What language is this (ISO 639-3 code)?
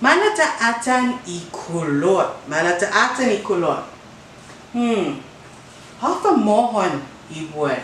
cha